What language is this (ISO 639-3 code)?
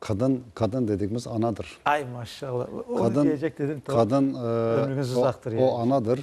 crh